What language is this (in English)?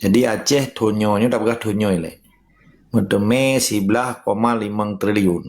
Achinese